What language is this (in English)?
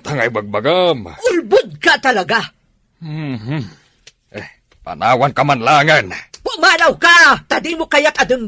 Iloko